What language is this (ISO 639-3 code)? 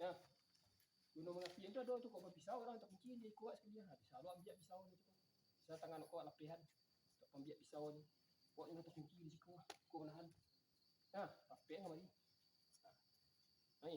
min